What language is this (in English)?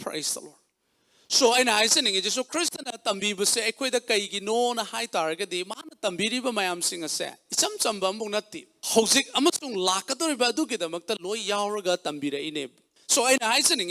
Manipuri